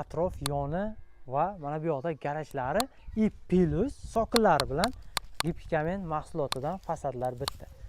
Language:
Uzbek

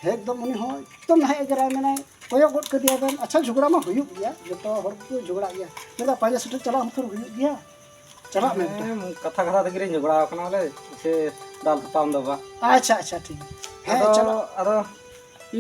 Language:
Santali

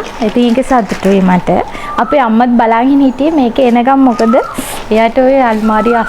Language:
Sinhala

